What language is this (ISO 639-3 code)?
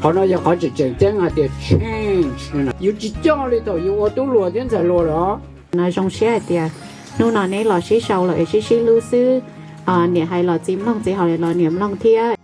hmn